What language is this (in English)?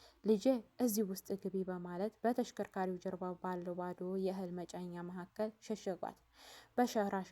Amharic